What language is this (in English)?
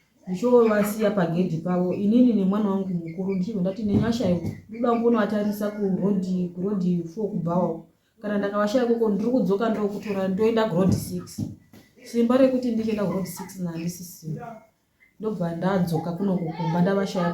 Shona